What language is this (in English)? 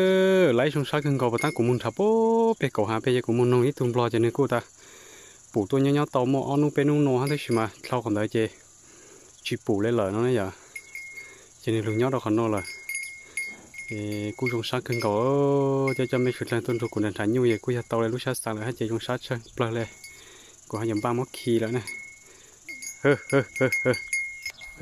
Vietnamese